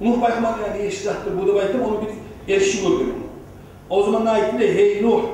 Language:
Kumyk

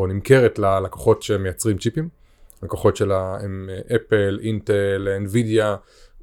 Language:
Hebrew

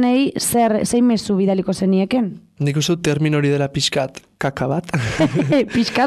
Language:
Basque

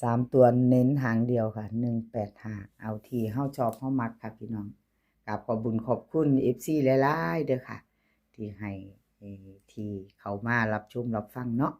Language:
Northeastern Thai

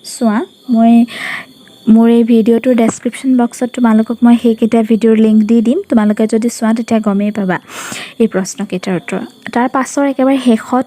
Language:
Assamese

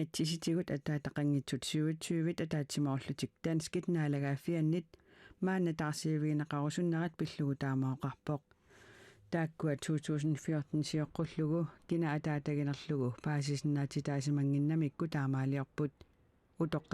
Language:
Kalaallisut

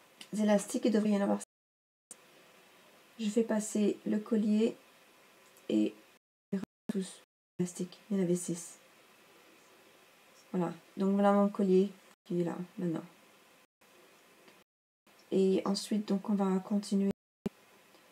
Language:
French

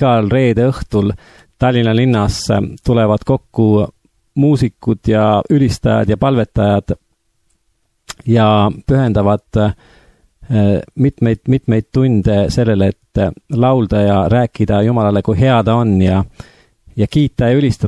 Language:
Estonian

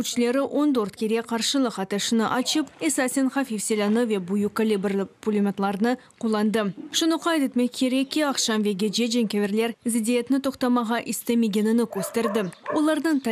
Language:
Crimean Tatar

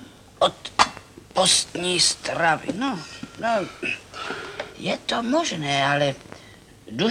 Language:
Czech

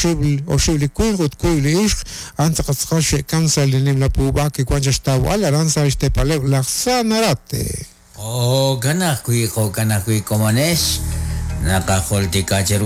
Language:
Kekchí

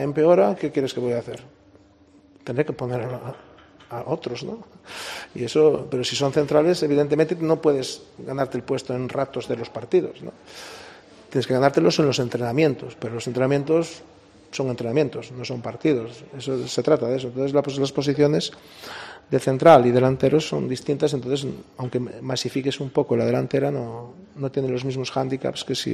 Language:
Spanish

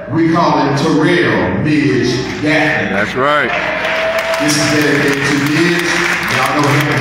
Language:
English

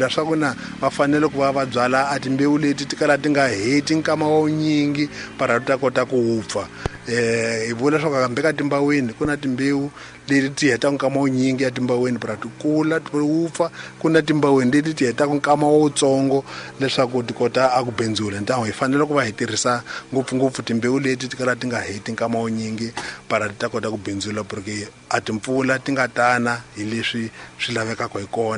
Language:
Tsonga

